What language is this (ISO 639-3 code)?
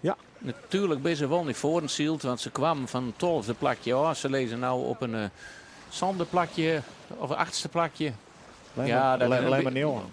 fry